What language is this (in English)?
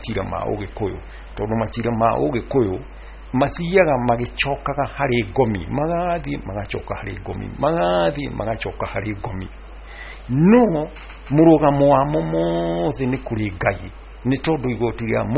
Kikuyu